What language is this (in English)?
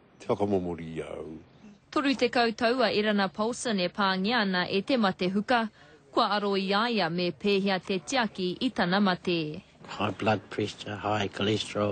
Māori